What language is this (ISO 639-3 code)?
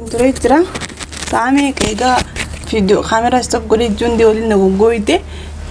orm